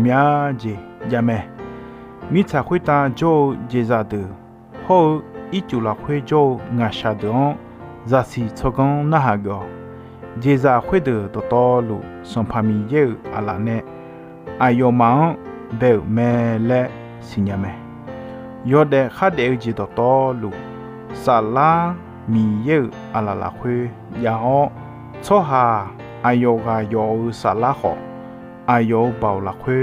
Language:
Akha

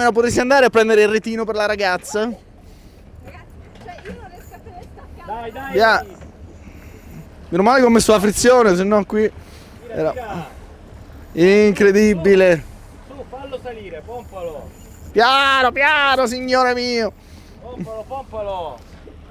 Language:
Italian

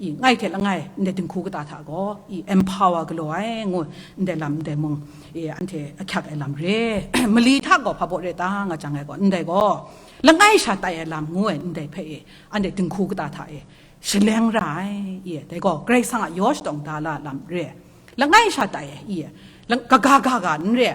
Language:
Kachin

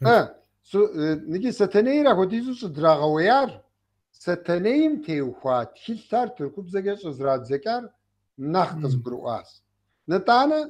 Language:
Kabardian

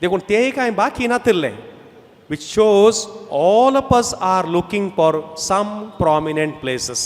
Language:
Konkani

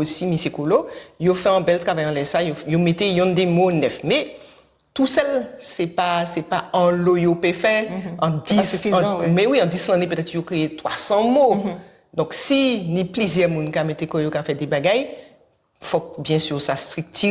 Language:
Guadeloupean Creole French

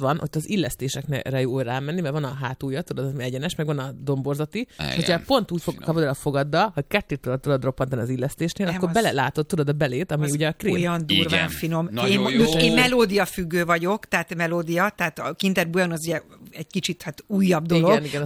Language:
Hungarian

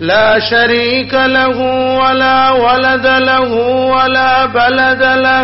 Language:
Eastern Balochi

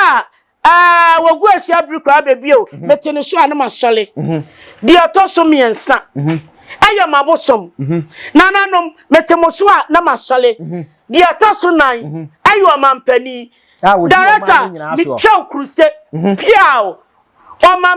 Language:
Akan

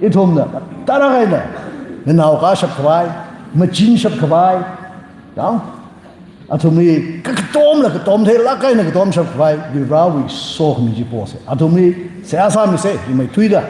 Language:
Tangkhul Naga (India)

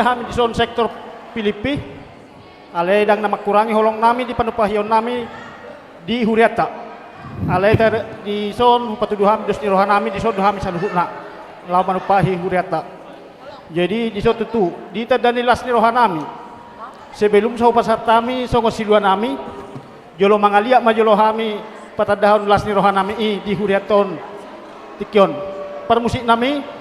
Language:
Batak Toba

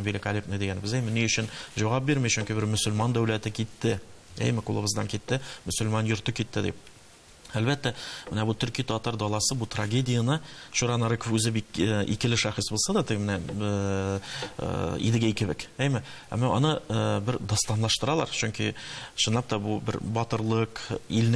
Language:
Tatar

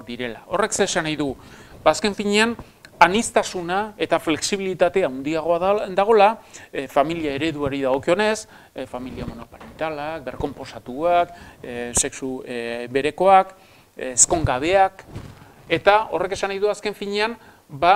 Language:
Basque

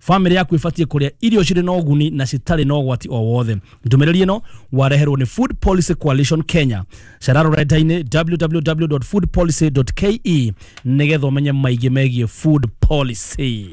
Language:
Kikuyu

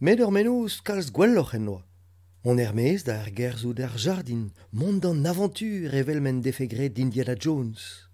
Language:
Breton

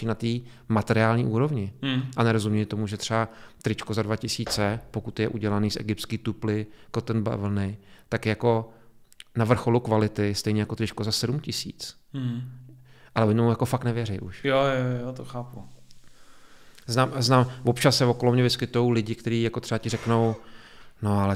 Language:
Czech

